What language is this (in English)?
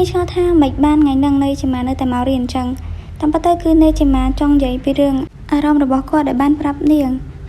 Khmer